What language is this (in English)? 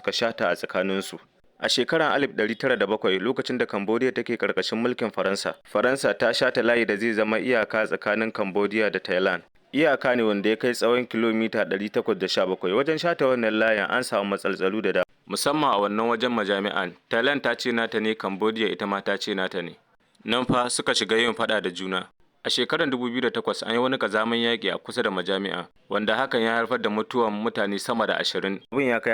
Hausa